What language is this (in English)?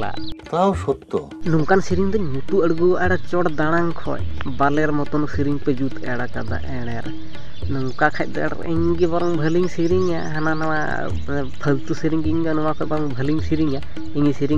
Santali